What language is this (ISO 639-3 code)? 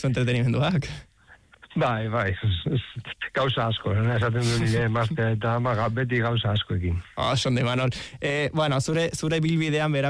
eus